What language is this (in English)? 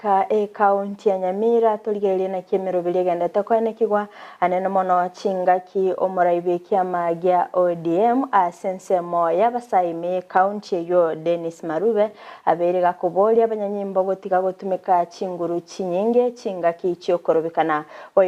Gusii